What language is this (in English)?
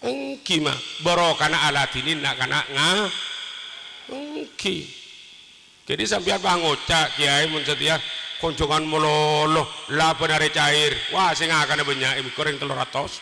Madurese